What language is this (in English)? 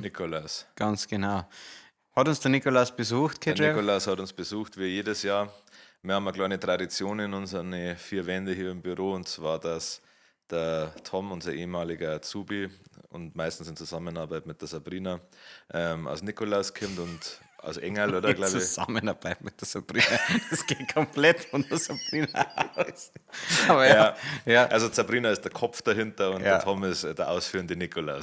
Bavarian